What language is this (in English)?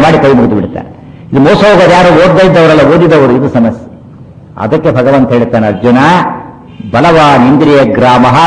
Kannada